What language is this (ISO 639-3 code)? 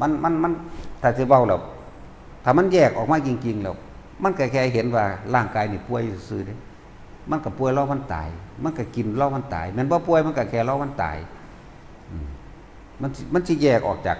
tts